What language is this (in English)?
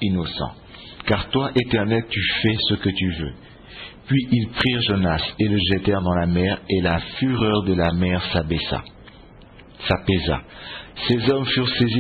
French